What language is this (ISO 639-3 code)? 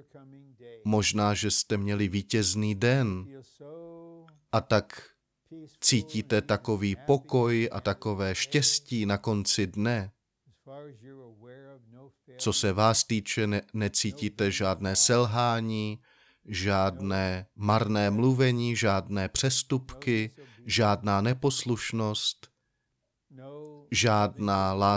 ces